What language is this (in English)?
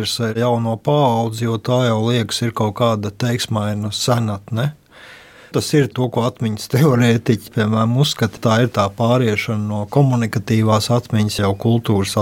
Latvian